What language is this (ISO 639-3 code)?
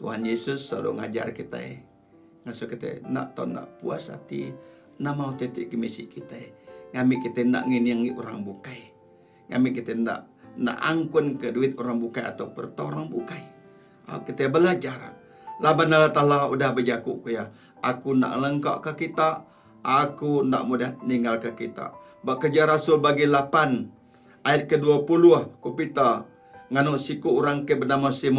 iba